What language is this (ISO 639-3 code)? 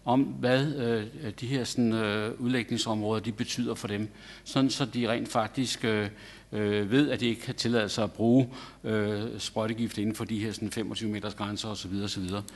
dan